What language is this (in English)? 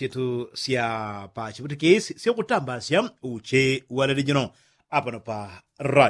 Yao